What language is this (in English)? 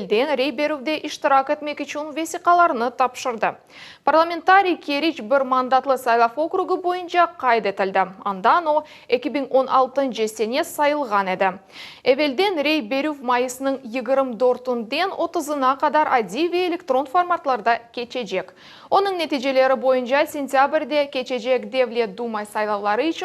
Crimean Tatar